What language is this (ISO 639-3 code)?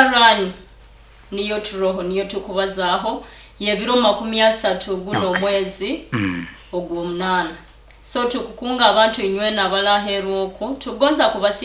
nyo